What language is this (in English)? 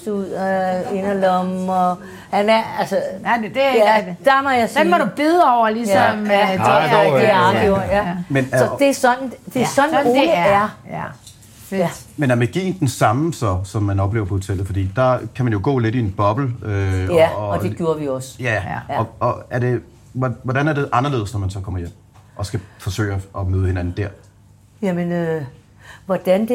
Danish